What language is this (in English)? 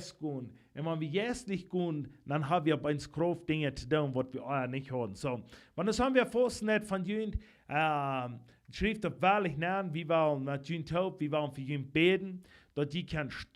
Plautdietsch